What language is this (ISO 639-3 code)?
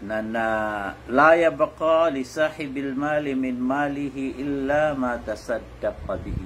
mrw